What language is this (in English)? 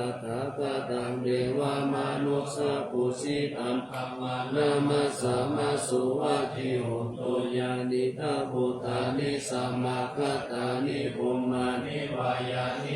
Pali